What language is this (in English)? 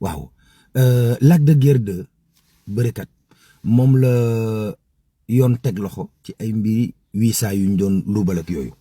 Wolof